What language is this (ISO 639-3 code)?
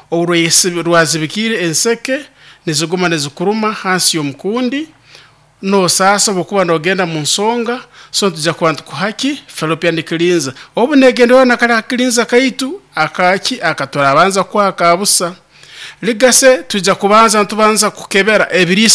nyo